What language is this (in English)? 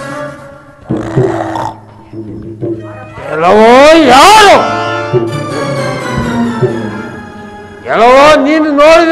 Kannada